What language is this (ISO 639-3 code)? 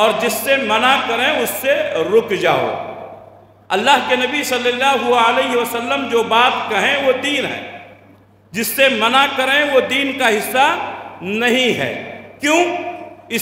urd